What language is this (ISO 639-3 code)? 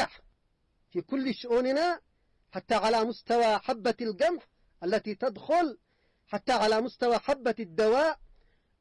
ara